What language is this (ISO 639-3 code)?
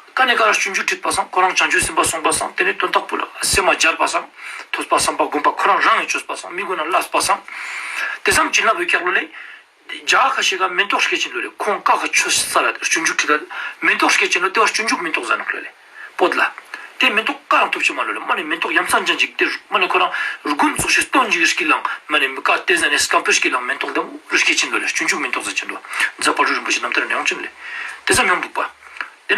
lbj